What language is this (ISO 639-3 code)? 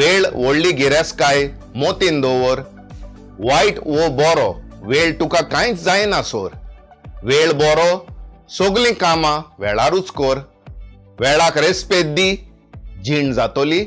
kok